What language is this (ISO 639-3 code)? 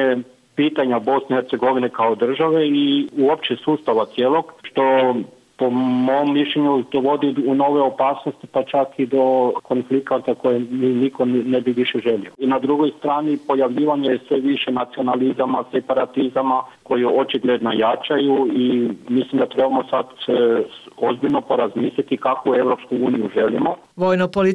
bos